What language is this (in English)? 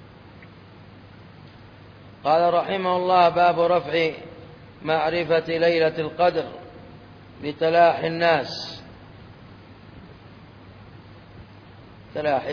Arabic